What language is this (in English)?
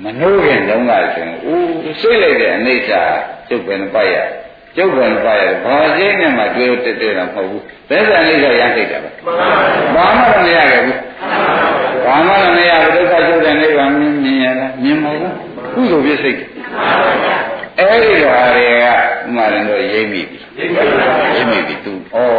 Burmese